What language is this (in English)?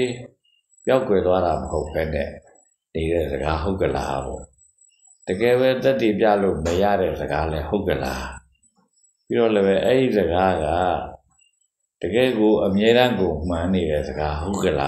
Burmese